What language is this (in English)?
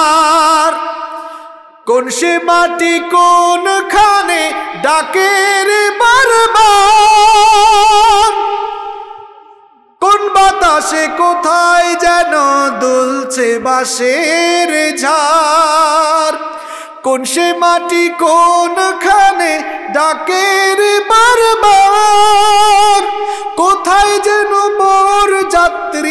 Bangla